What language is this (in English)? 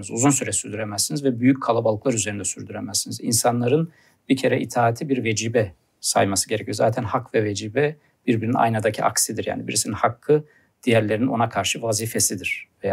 Turkish